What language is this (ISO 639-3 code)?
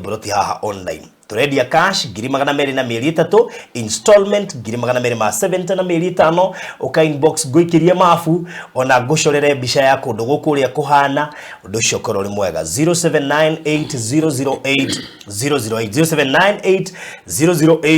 kik